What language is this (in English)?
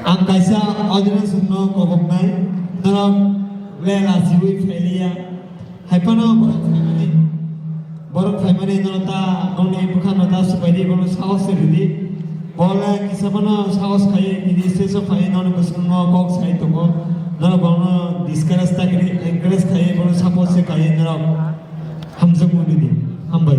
Kok Borok